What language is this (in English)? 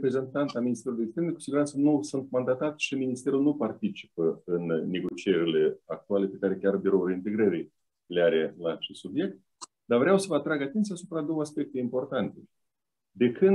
Romanian